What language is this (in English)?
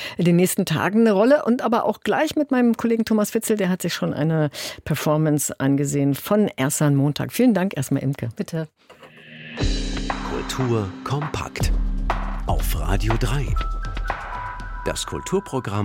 German